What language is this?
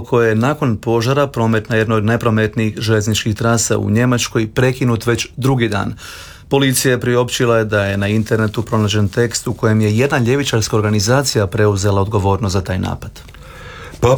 Croatian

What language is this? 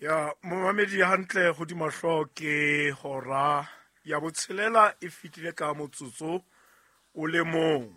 Southern Sotho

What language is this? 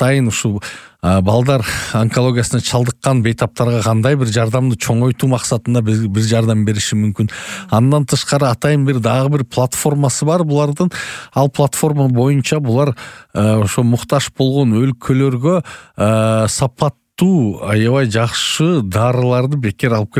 Kyrgyz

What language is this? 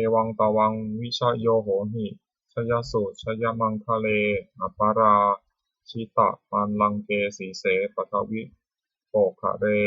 Pali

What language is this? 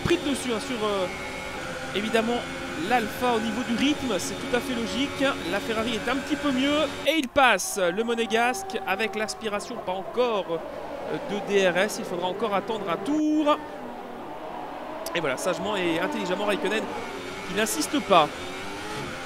French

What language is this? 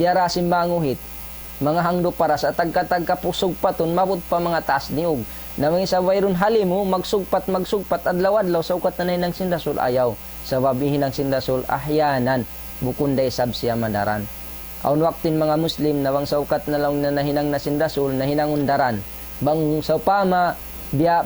Tausug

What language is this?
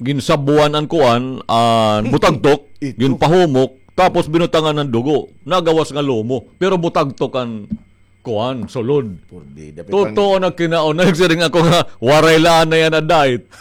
Waray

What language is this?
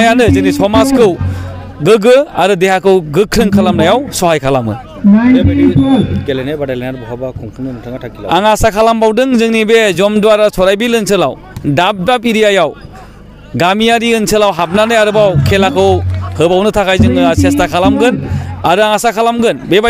Bodo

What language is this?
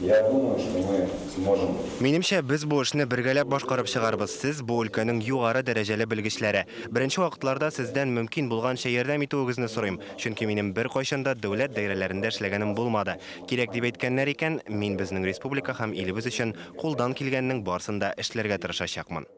Tatar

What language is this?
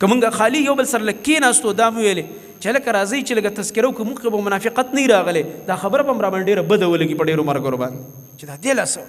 Pashto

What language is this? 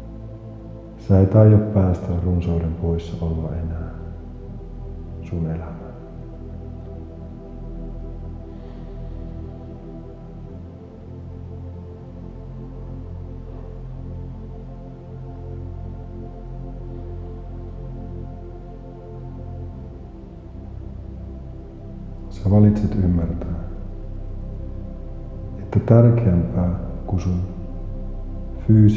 Finnish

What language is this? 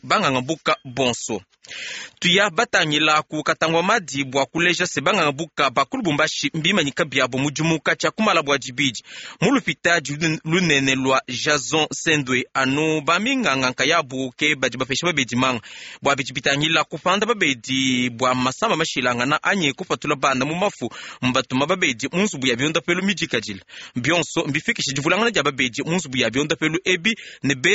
Luba-Lulua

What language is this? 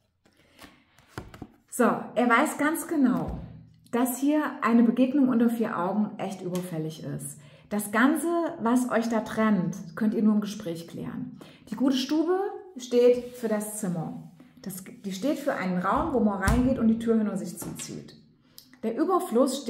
German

